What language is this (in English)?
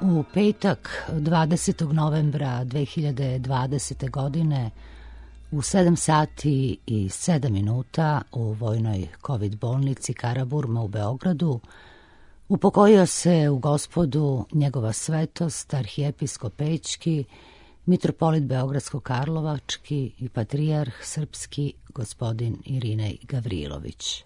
Serbian